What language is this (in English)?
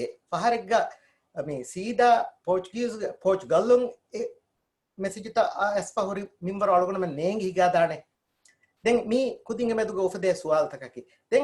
Divehi